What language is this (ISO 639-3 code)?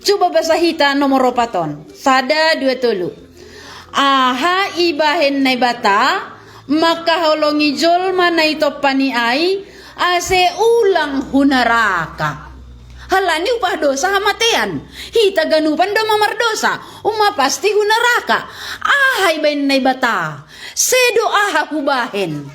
bts